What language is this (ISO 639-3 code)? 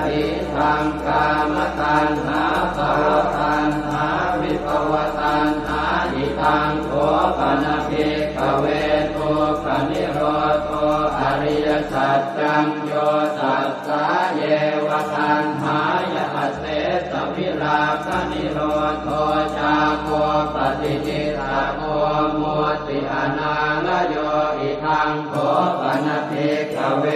pli